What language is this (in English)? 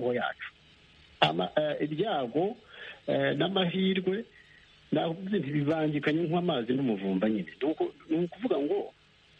Kinyarwanda